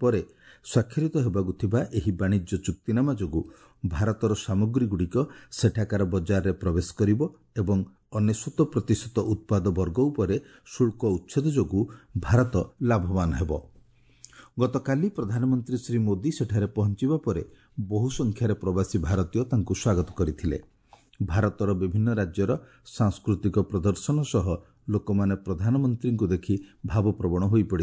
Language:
Odia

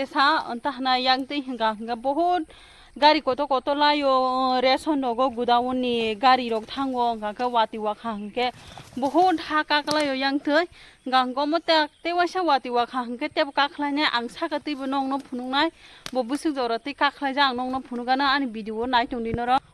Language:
Kok Borok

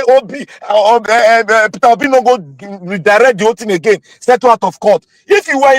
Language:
Nigerian Pidgin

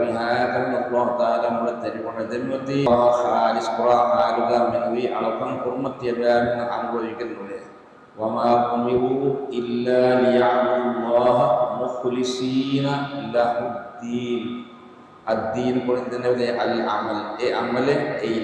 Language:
Divehi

